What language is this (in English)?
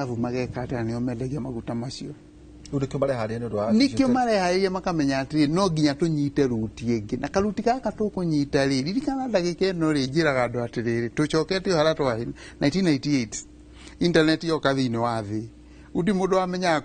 Kikuyu